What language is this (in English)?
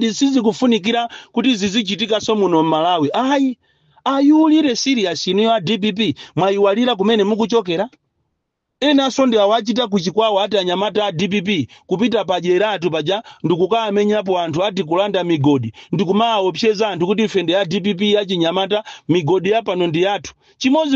Nyanja